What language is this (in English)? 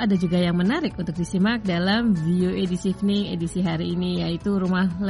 Indonesian